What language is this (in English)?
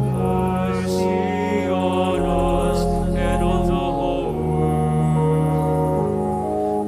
Pampanga